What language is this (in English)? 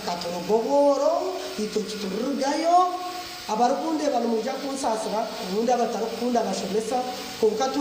Nyankole